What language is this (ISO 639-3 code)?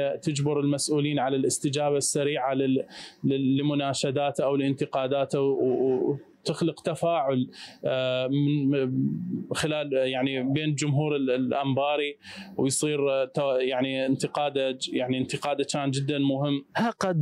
acm